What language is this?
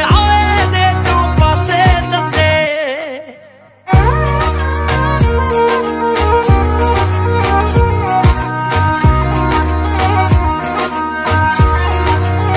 Punjabi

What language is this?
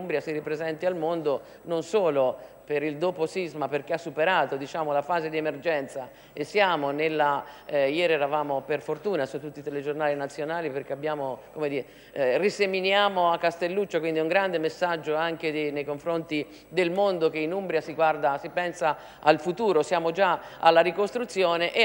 Italian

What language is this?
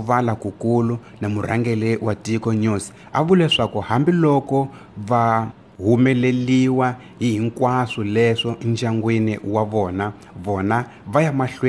Tsonga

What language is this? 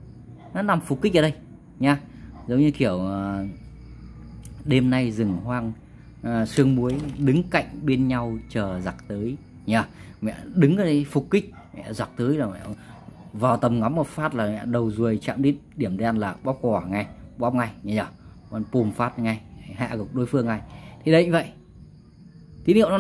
Vietnamese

